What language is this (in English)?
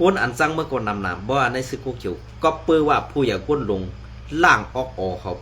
Shan